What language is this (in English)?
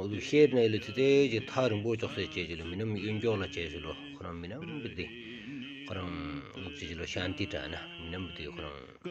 Stod Bhoti